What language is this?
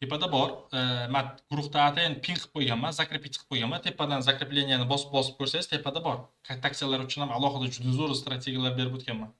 Uzbek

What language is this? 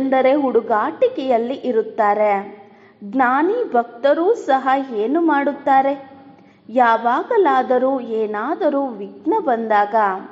Kannada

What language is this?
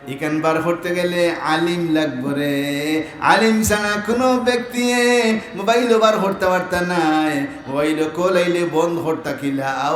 Sylheti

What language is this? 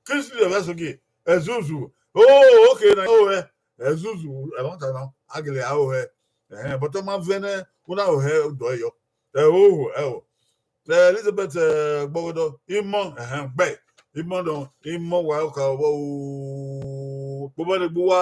Bini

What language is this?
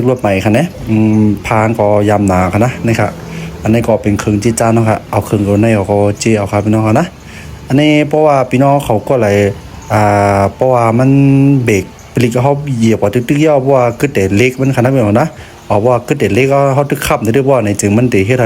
Shan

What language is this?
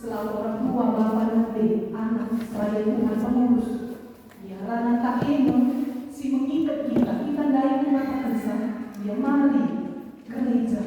Batak Karo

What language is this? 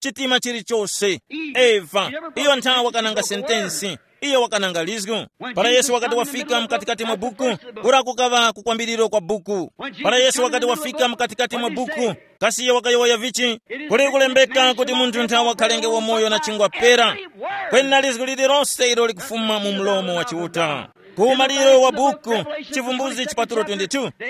Tumbuka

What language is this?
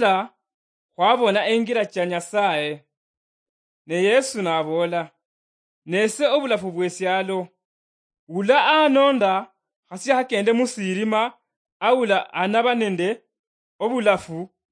Luyia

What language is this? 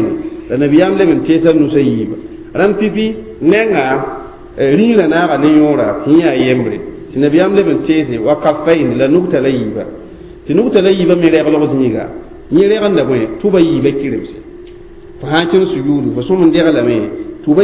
Mossi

